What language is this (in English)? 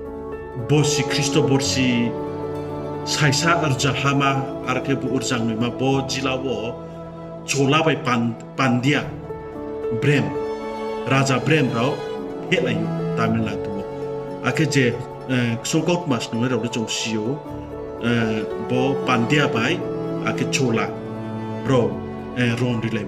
Riang (India)